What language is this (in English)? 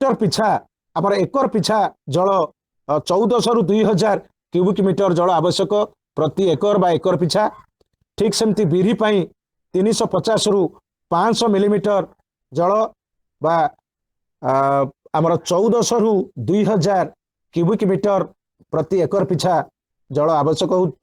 Odia